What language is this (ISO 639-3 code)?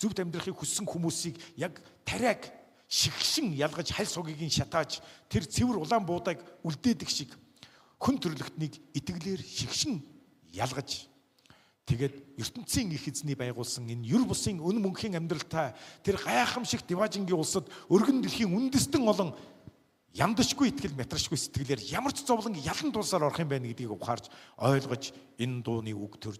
mon